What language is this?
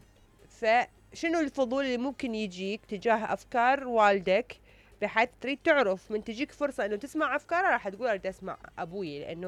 Mesopotamian Arabic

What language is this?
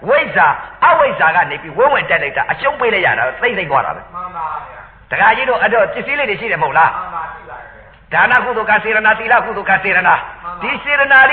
Burmese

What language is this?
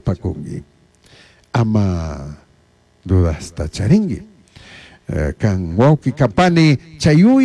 Chimborazo Highland Quichua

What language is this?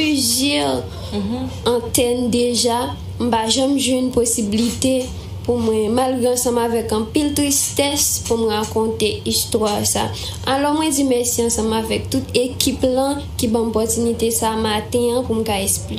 Haitian Creole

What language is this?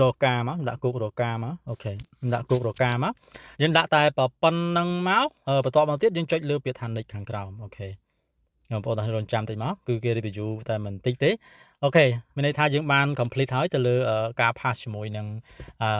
Khmer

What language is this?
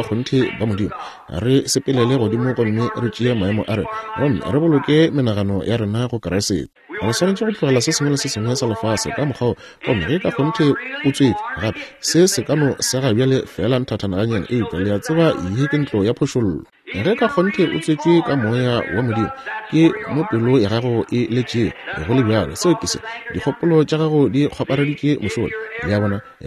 Northern Sotho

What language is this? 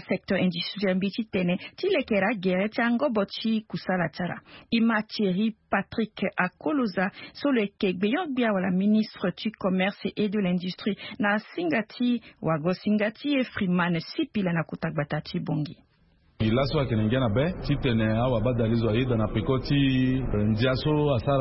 Sango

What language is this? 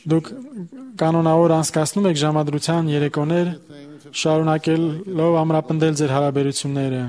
Armenian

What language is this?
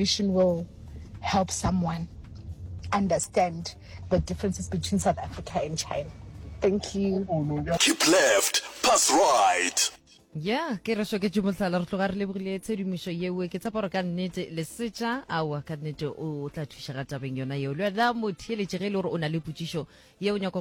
Northern Sotho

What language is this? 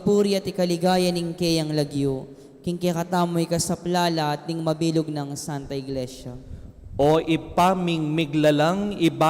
Pampanga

